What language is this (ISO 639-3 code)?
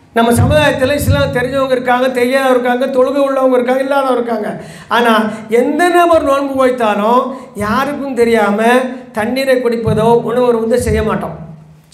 tam